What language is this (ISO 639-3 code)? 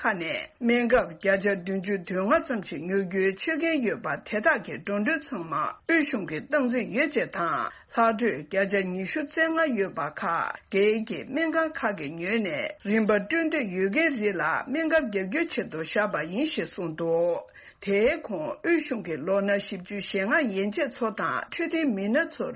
bod